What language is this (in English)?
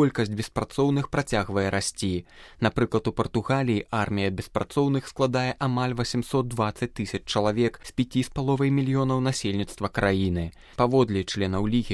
Belarusian